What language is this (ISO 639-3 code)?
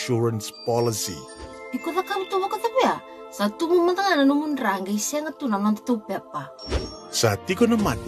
fij